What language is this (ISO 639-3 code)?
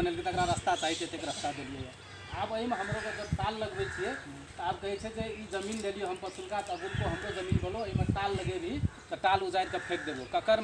mai